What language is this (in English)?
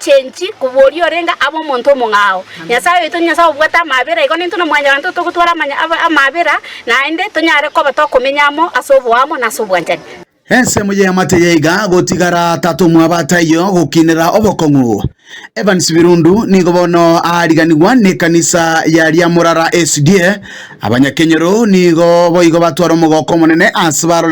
Gusii